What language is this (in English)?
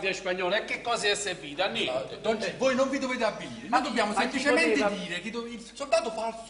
Neapolitan